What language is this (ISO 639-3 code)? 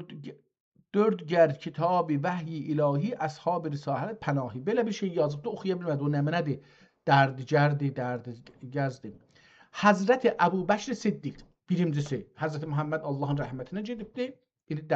azb